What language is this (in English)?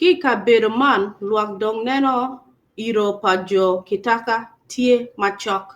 Acoli